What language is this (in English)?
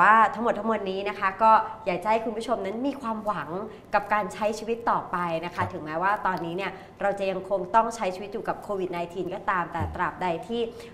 Thai